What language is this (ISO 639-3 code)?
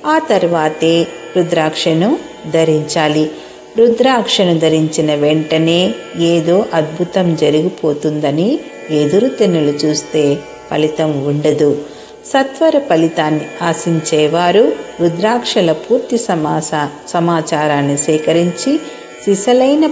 tel